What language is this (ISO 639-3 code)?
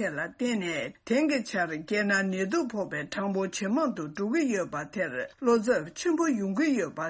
bod